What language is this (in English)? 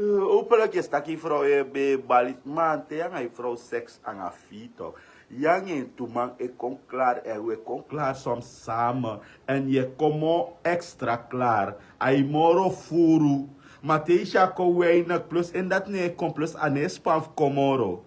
Sranan Tongo